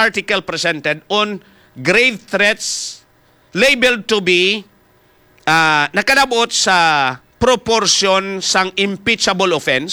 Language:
Hiligaynon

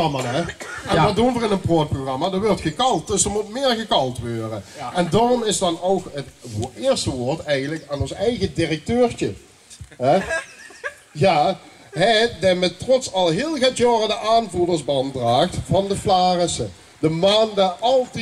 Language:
Limburgish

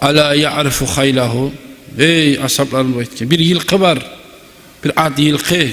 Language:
Kumyk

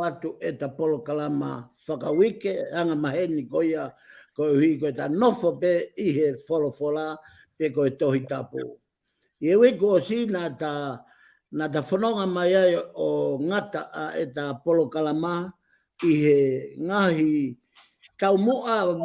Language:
Tongan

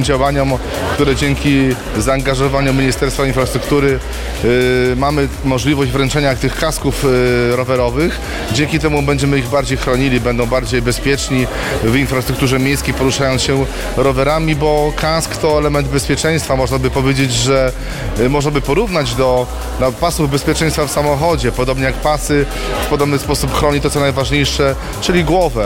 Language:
Polish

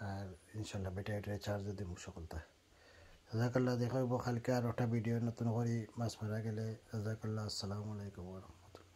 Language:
Sylheti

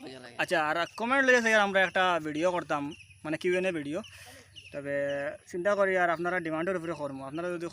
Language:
Sylheti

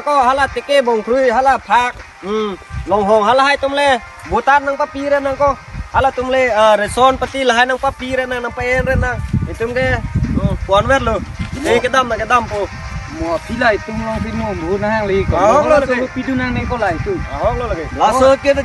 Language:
Karbi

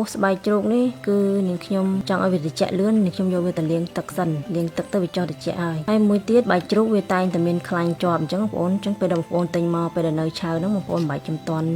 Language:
Khmer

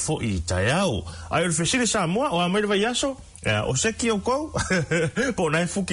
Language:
Samoan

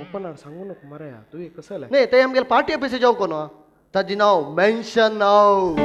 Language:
Konkani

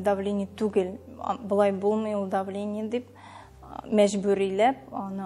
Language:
Tatar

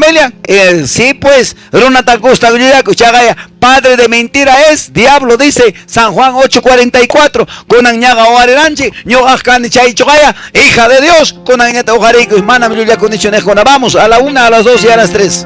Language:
Quechua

